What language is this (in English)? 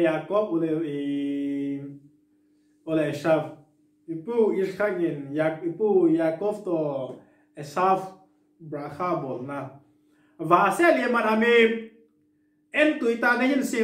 Vietnamese